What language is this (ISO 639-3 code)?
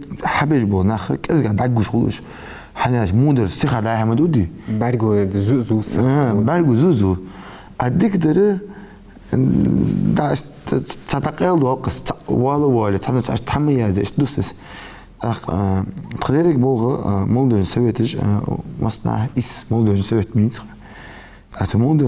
inh